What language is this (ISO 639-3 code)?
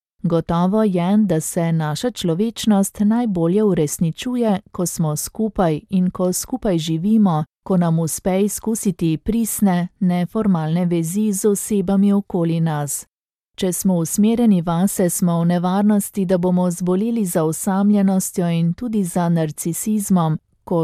slv